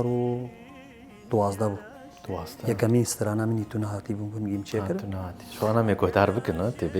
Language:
Kurdish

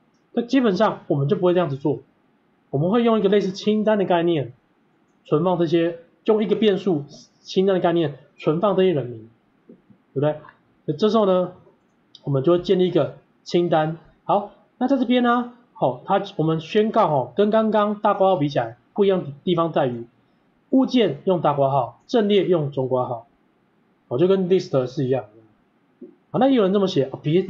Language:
Chinese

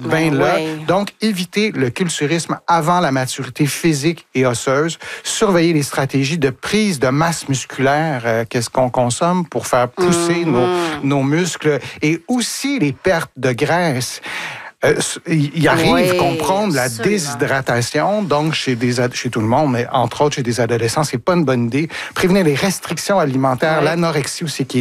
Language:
French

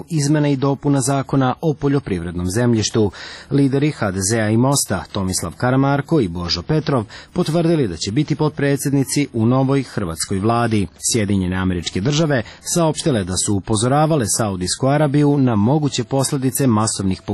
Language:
Serbian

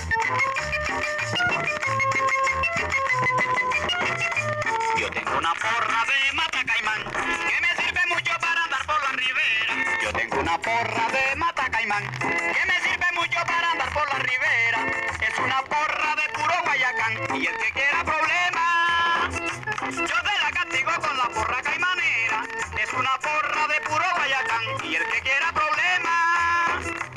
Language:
Spanish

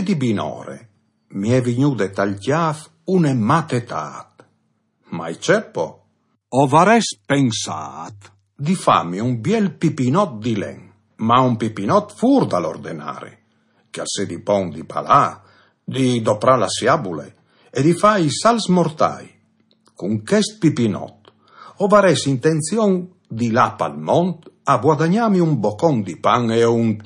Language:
Friulian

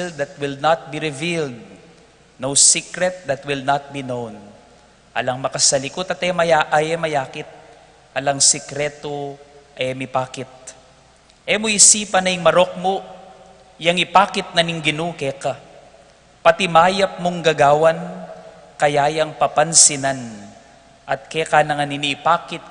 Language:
Pampanga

